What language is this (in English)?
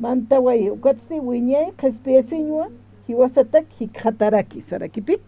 Aymara